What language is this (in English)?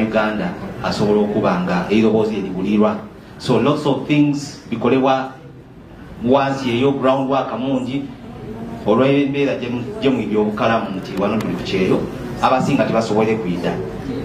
Soga